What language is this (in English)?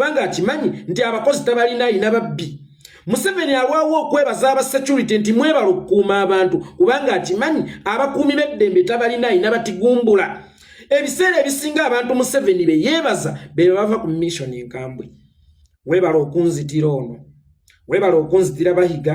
Ganda